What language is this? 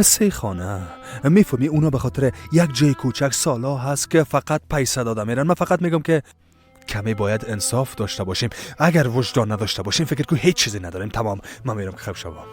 Persian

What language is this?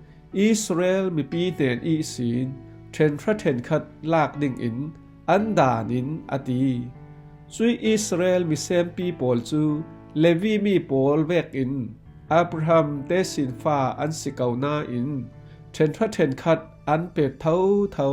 Falam Chin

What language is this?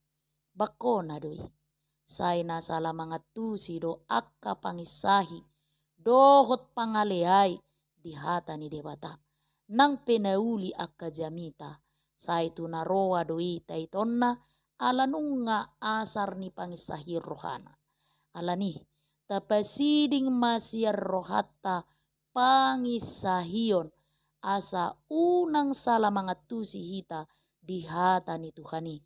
Batak Toba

